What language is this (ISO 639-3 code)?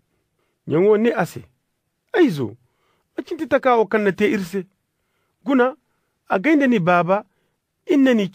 ses